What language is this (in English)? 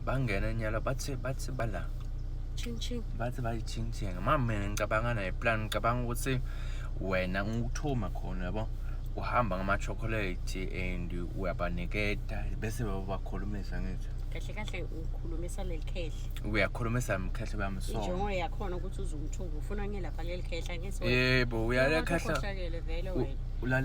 Zulu